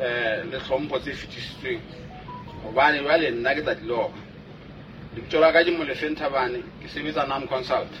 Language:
Southern Sotho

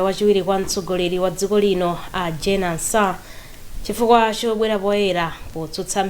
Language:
Nyanja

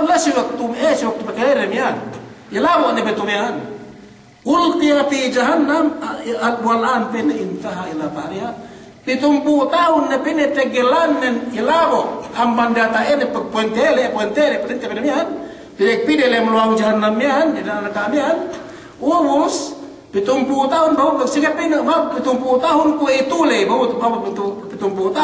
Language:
Yakan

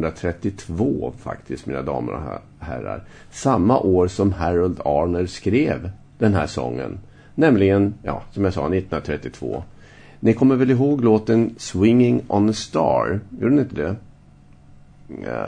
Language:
Swedish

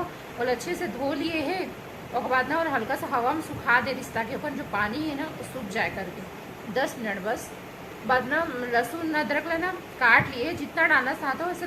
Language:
Chhattisgarhi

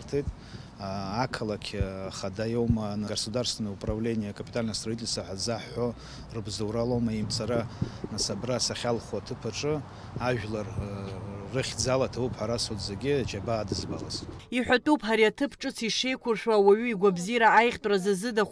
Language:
Abkhazian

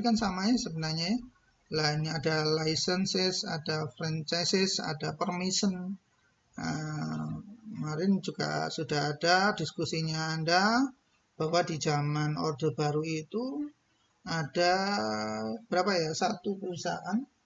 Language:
Indonesian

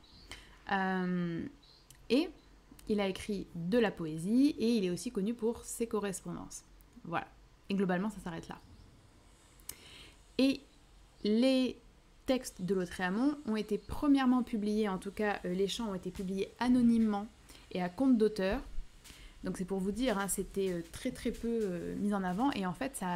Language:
French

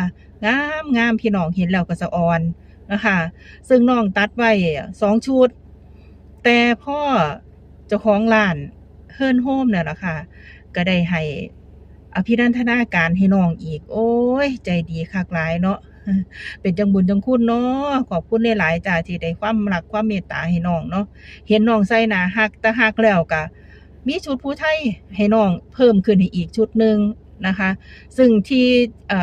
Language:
Lao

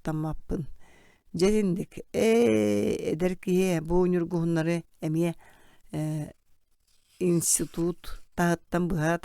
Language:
Yakut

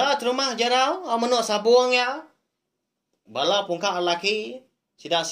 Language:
Iban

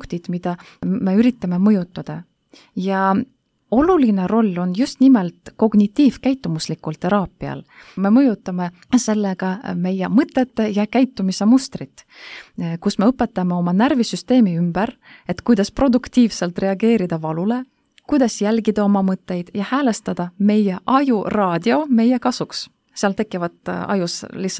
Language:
Estonian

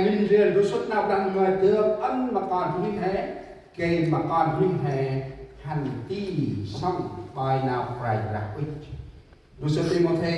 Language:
Central Mnong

